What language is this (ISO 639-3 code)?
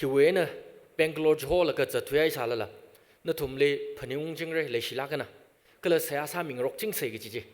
nmf